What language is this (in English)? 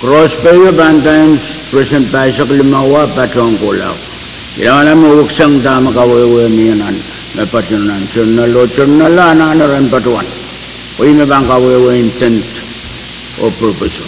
Pohnpeian